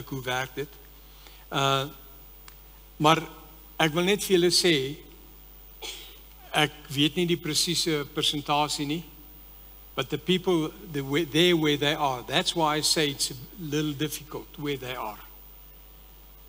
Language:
Afrikaans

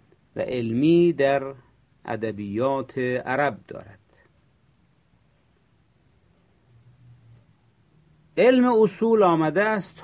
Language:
Persian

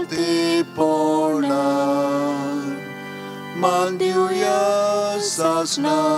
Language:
Konkani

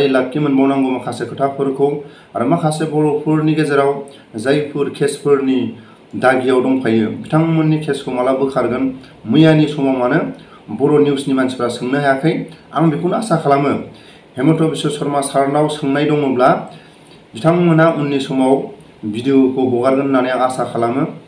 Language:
Bodo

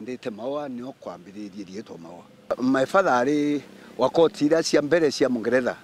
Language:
Meru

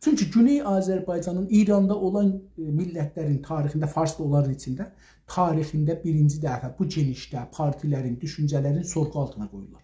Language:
South Azerbaijani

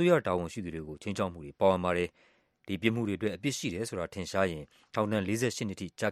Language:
Burmese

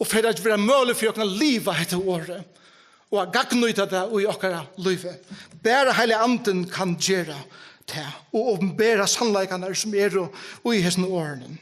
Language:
Faroese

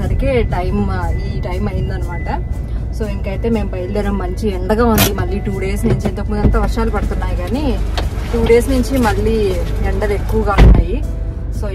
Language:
Telugu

